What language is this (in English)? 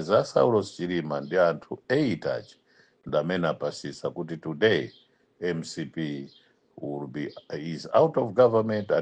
Nyanja